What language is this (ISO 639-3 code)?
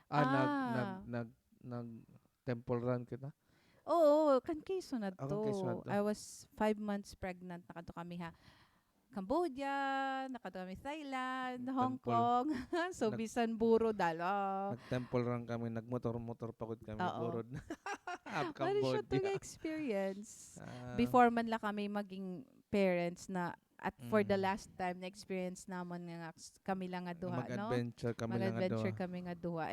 war